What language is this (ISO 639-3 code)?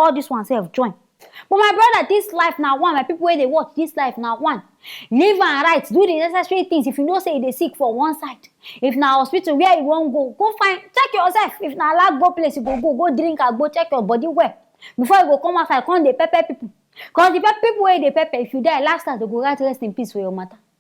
pcm